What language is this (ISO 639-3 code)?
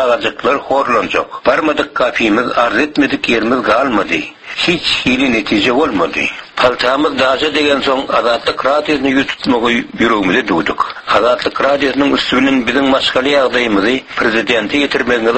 tuk